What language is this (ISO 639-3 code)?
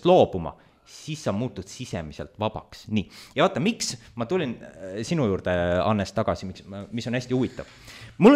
est